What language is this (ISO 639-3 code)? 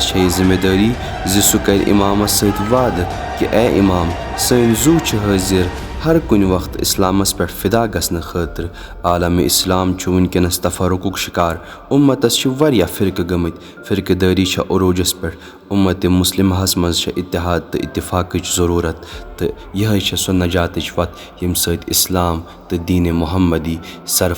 kas